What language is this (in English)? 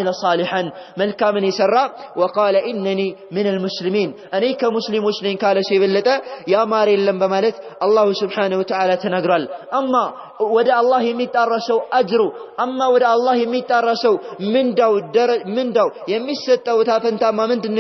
Amharic